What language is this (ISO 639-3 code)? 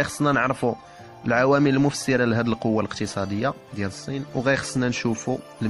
ary